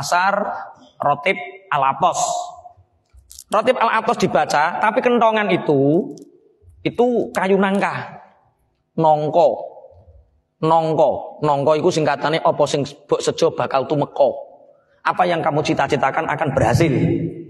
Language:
Indonesian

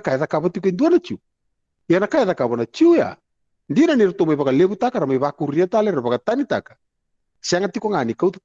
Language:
Fijian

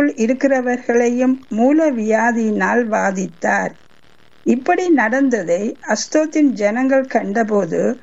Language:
Tamil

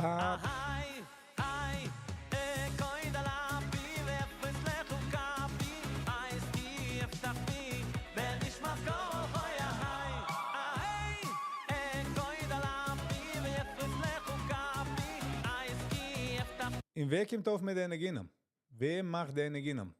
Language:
Yiddish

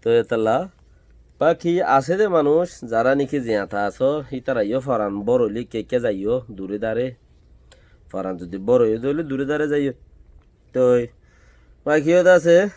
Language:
Rohingya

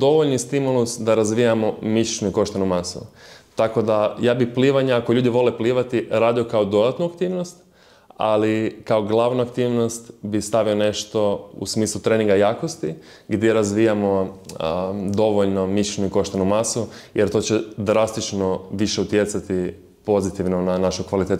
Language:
Croatian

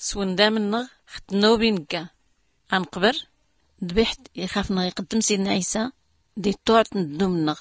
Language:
Tachelhit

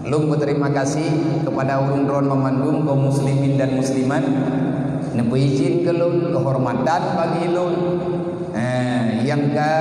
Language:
Achinese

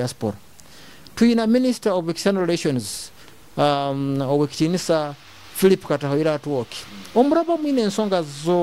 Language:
Nyoro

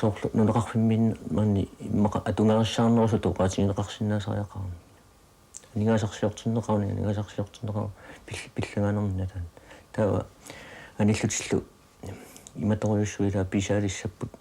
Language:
Kalaallisut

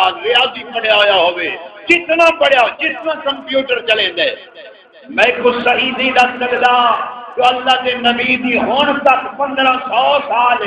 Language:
Saraiki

